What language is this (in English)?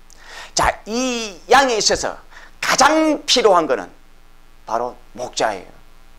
Korean